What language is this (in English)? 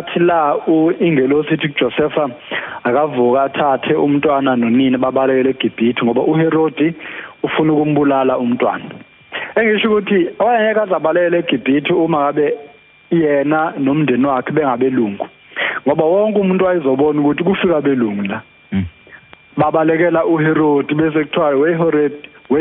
Zulu